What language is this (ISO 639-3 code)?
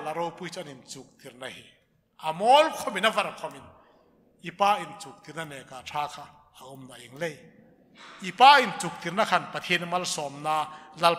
hmr